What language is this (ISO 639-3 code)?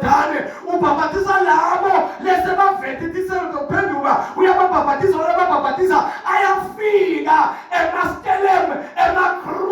zul